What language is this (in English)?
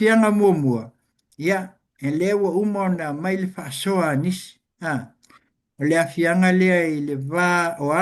Samoan